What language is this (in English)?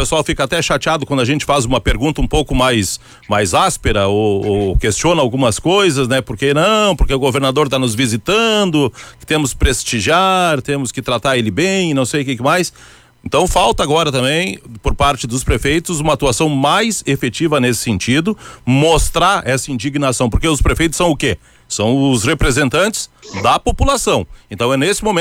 Portuguese